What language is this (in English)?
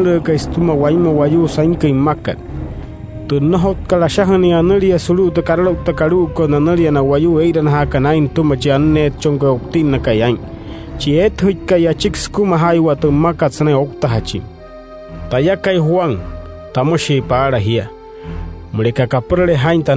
Wayuu